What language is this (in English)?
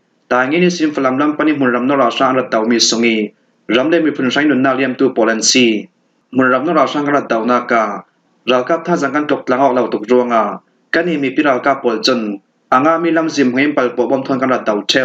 Falam Chin